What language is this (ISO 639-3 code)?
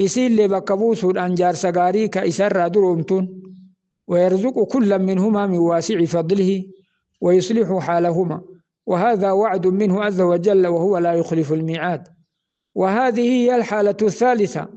orm